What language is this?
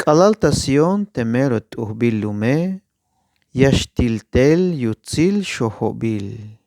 Tzeltal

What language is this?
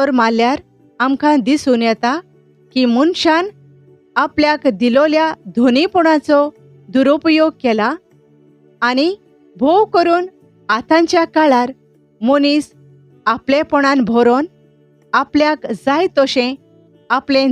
Konkani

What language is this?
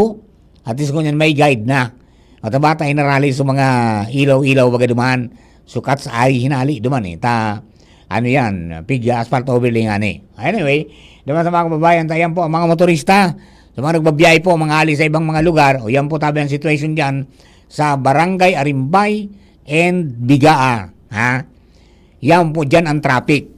Bikol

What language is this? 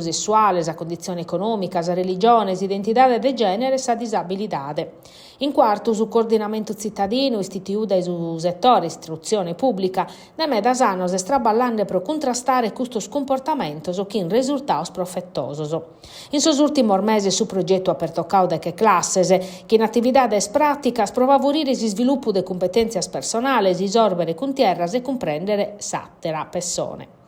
Sardinian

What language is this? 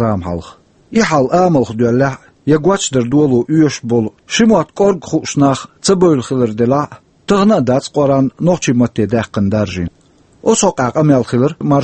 Chechen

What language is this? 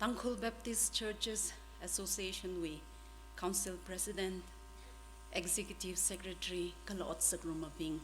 Tangkhul Naga (India)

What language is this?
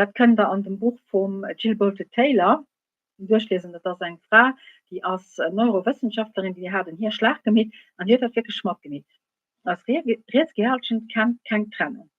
Luxembourgish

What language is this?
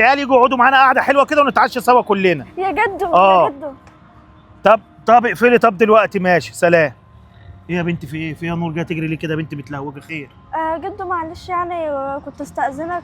Egyptian Arabic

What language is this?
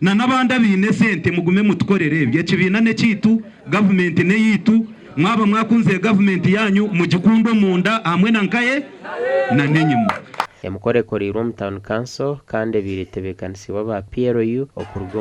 Nyankole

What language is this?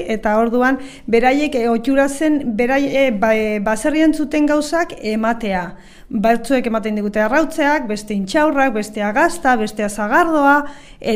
Basque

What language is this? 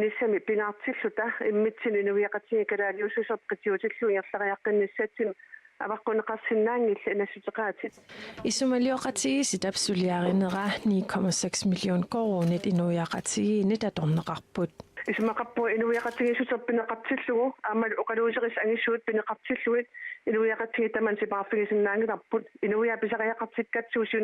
Kalaallisut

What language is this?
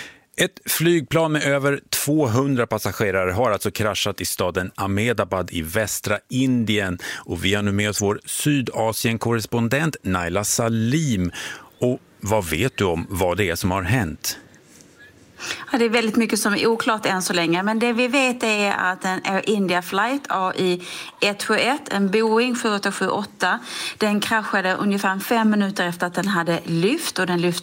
Swedish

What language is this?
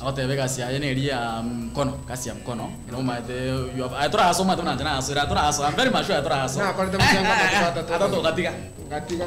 Gusii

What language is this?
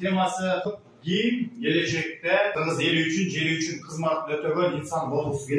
Kyrgyz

